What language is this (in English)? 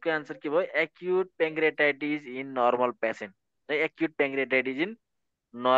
Nepali